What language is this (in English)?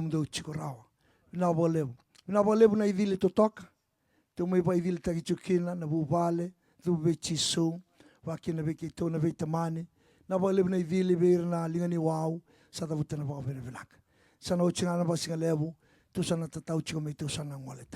Fijian